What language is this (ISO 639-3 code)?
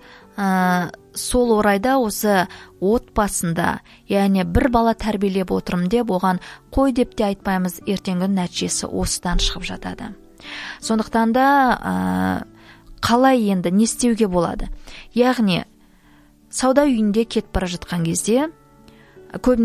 kaz